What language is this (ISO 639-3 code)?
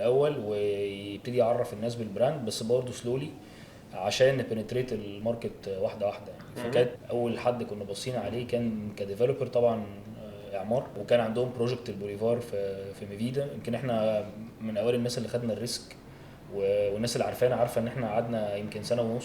arz